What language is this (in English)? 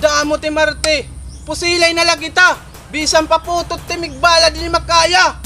Waray